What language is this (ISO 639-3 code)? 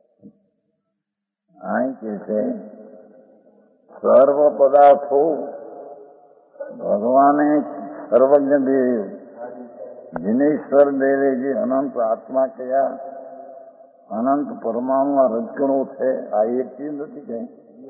guj